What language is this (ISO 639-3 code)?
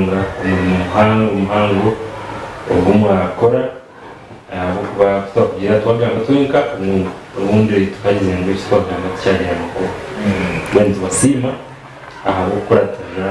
nyn